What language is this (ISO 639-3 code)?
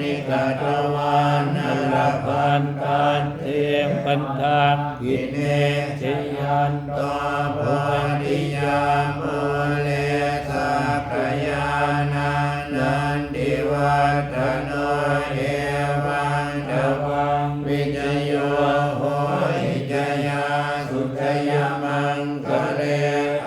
pli